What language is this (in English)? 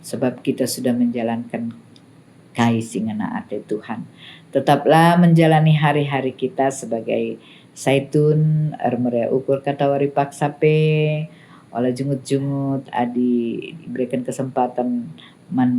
Batak Karo